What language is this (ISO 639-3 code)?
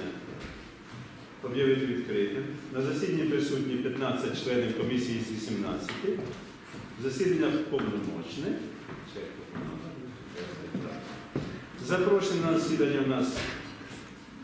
ukr